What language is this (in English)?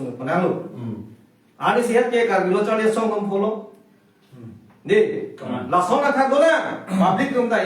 Karbi